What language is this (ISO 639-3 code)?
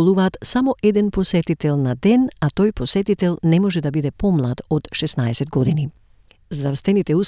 mkd